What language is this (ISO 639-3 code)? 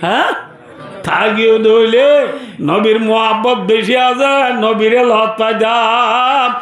rhg